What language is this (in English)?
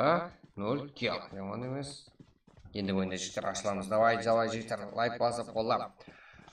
Kara-Kalpak